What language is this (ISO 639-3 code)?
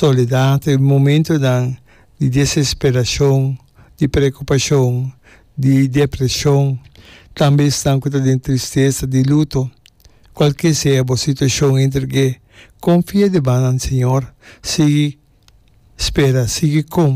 pap